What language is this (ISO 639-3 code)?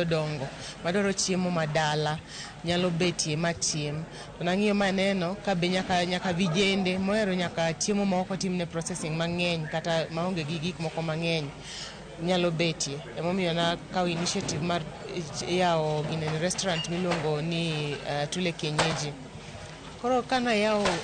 luo